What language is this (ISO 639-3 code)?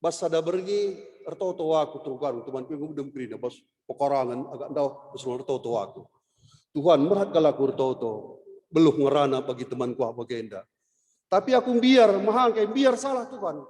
btx